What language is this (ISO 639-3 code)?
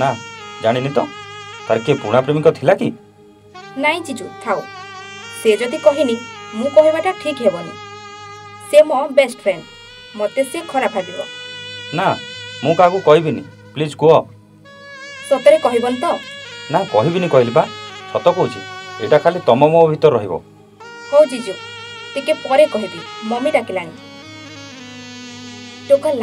ori